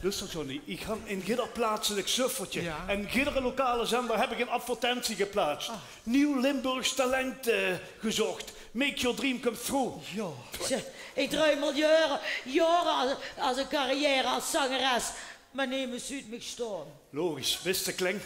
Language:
Limburgish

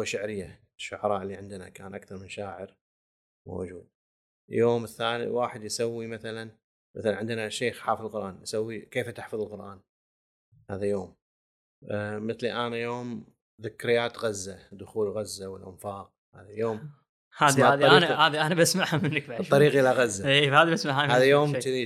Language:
Gulf Arabic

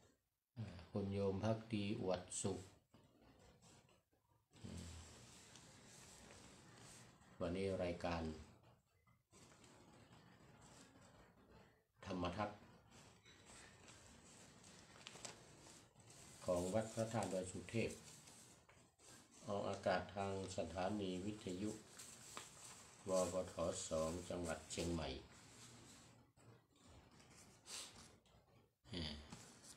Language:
Thai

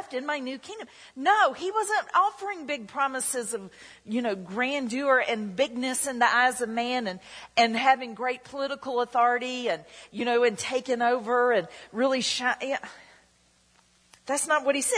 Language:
English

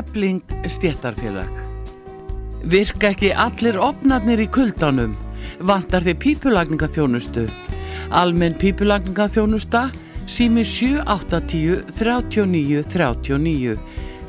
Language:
Icelandic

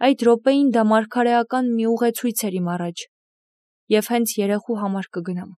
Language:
Armenian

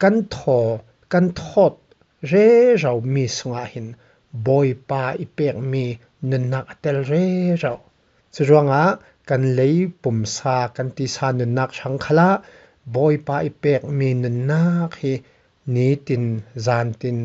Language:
Falam Chin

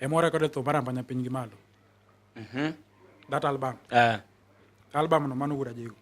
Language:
Luo (Kenya and Tanzania)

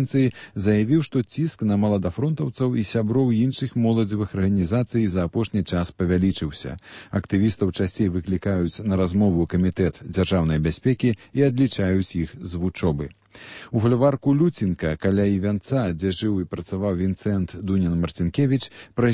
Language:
Belarusian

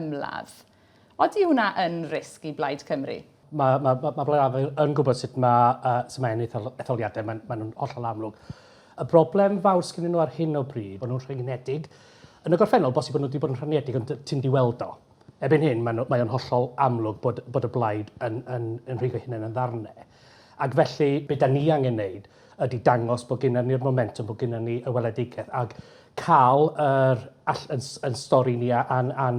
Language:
Welsh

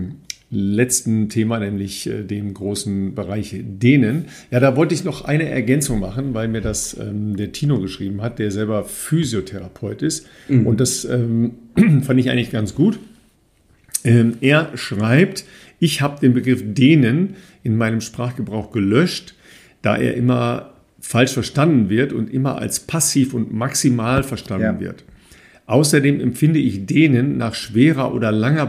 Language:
German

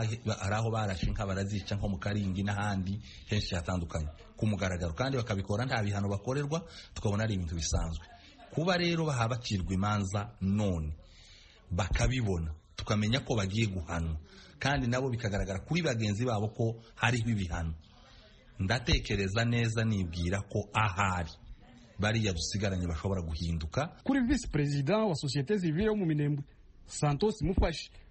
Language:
Kinyarwanda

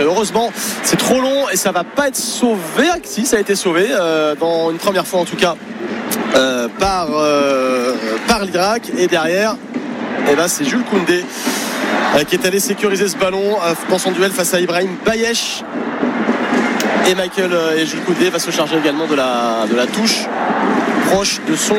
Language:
French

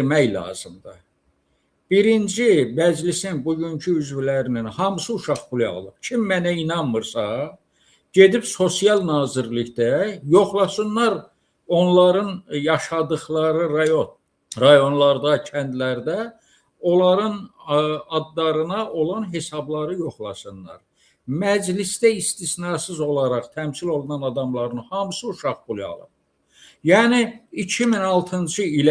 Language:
Azerbaijani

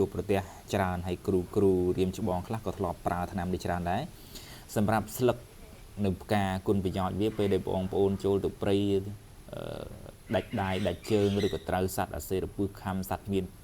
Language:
Khmer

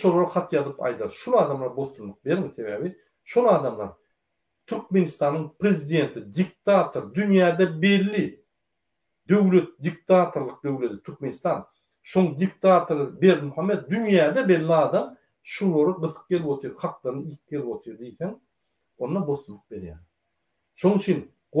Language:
Turkmen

